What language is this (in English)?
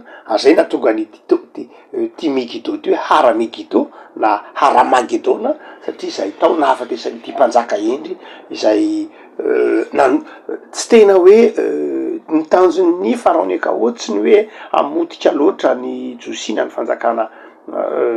Malagasy